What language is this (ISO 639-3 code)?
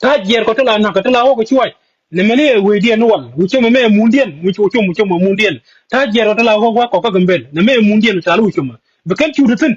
nus